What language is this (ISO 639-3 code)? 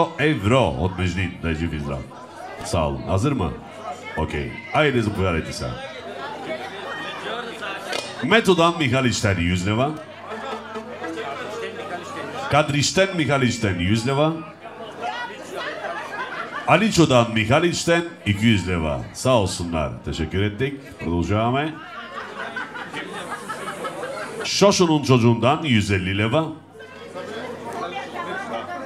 bul